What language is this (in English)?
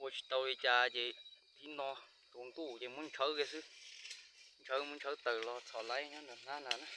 Hmong